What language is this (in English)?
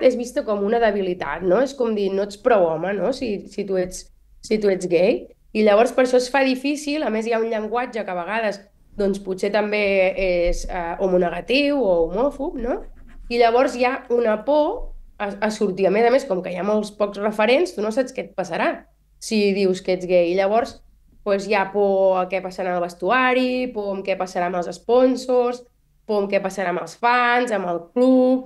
Catalan